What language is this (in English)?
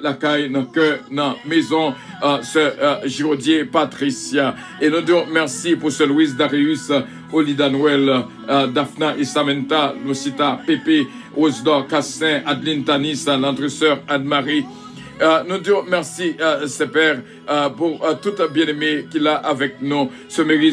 Haitian Creole